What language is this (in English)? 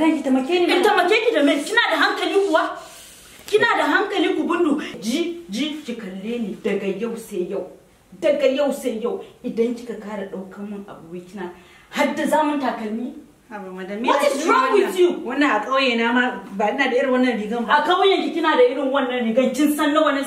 Hausa